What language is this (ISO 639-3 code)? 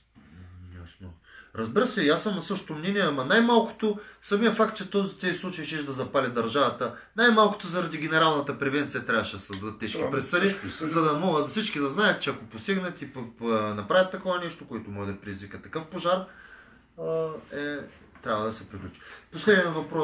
bul